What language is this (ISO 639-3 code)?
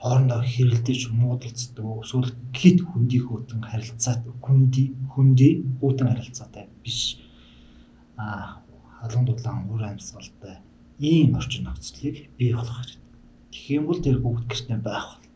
mon